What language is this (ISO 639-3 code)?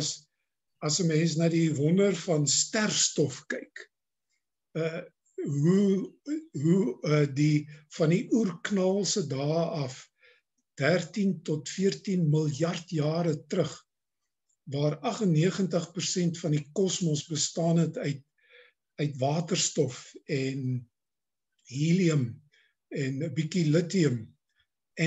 afr